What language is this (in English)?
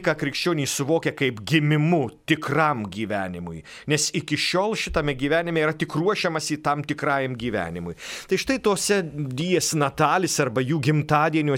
Lithuanian